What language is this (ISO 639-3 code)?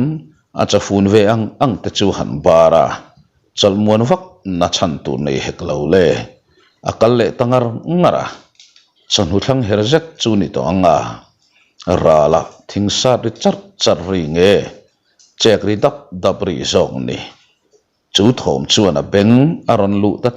lus